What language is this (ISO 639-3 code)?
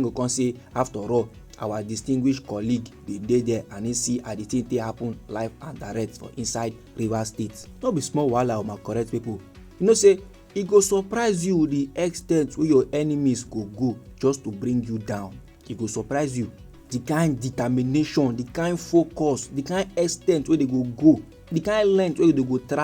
pcm